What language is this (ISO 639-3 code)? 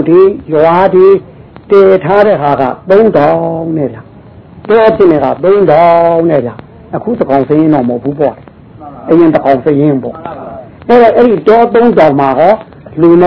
mya